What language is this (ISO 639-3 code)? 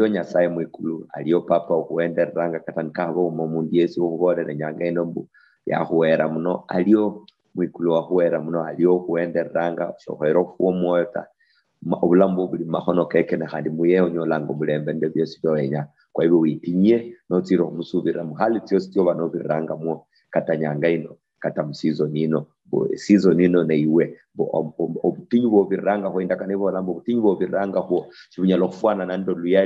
luy